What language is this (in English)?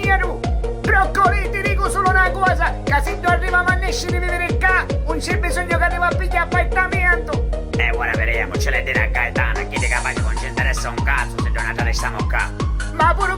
Sicilian